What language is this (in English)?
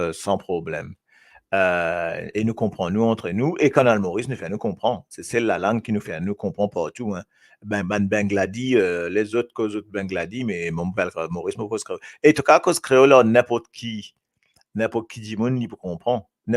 Morisyen